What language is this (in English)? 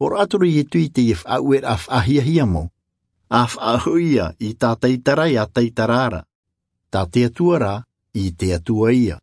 Tahitian